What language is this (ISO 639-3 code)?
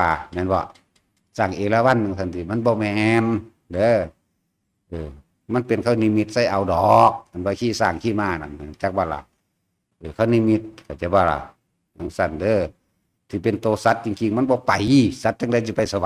tts